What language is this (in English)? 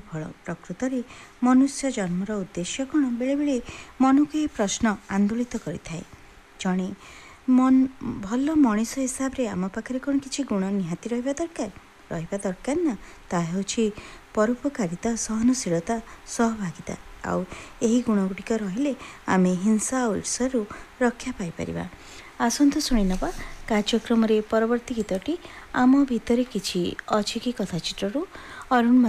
Odia